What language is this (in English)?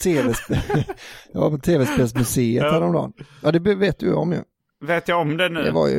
Swedish